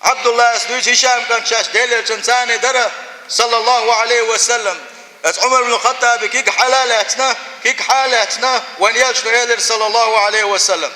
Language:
Chechen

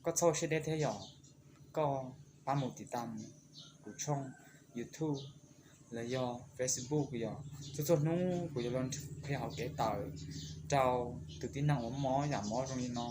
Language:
Hmong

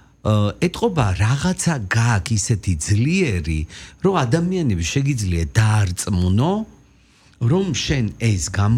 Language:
Georgian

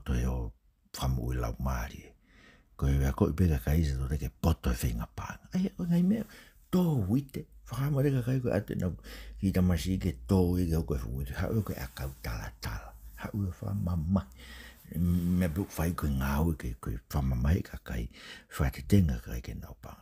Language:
Tongan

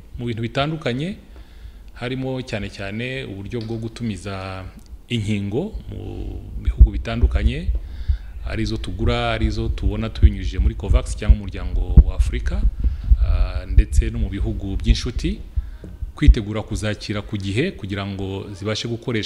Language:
Kinyarwanda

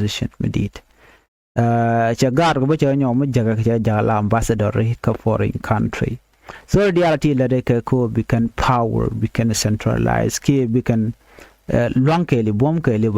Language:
Nuer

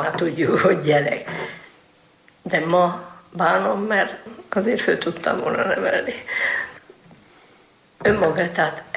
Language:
Hungarian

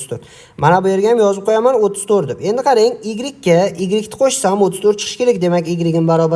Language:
Uzbek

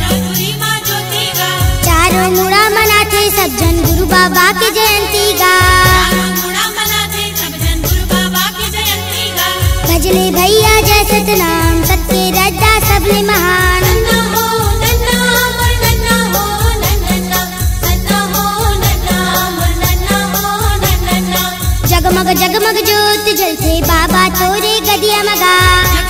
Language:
Chhattisgarhi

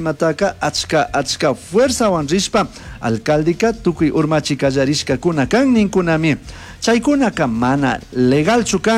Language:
Chimborazo Highland Quichua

